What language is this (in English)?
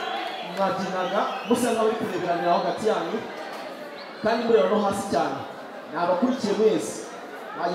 Kinyarwanda